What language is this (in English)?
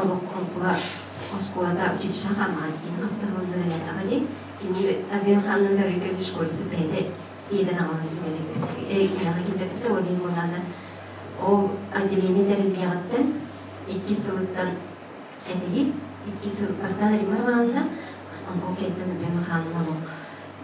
Yakut